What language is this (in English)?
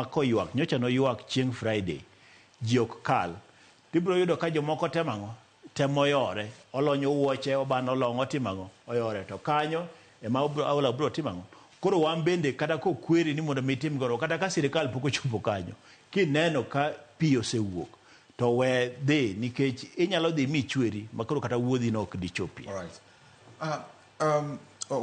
Luo (Kenya and Tanzania)